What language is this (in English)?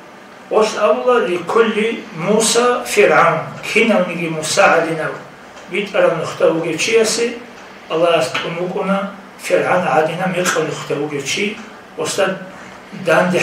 Avaric